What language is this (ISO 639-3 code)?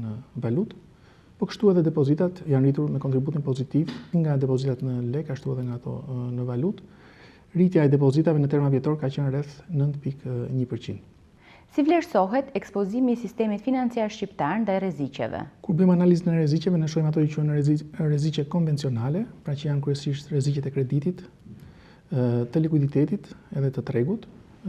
sqi